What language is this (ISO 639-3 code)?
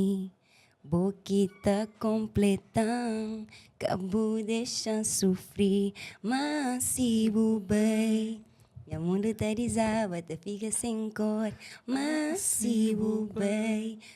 kea